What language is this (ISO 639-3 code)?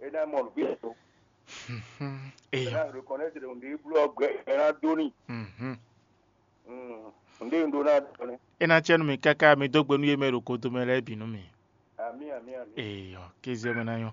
fon